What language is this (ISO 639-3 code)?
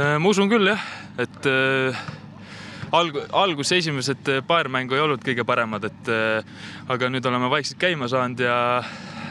est